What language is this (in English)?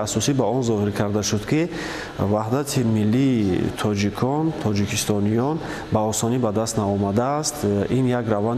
Tajik